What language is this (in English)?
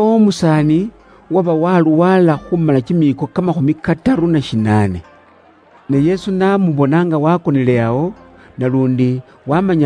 Luyia